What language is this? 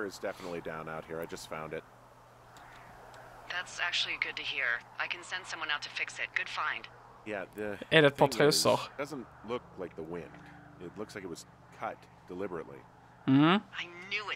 Swedish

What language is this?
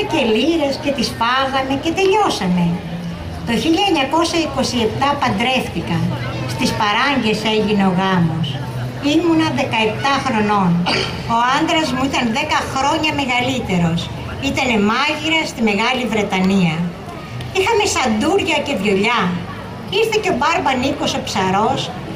Greek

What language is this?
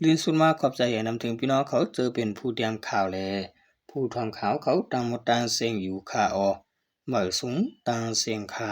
Shan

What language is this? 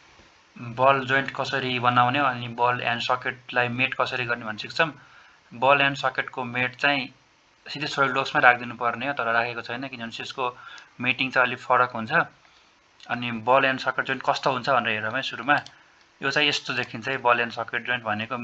Nepali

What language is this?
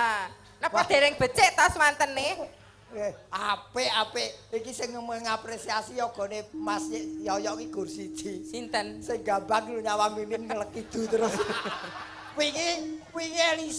Javanese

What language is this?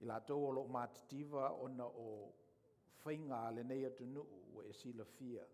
Samoan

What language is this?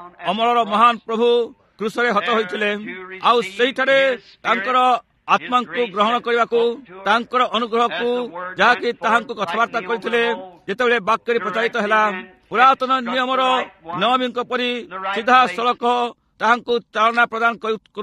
Odia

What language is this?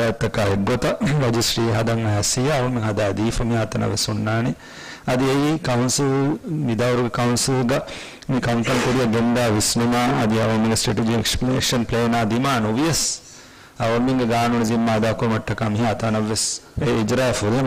Divehi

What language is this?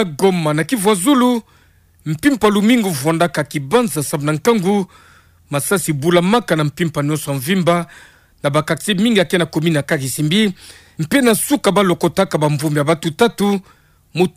Kituba (Democratic Republic of Congo)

